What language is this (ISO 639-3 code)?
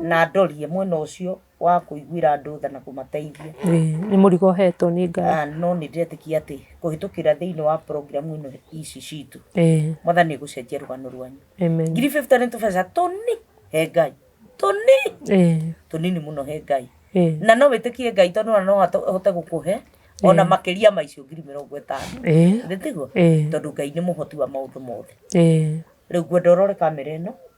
kik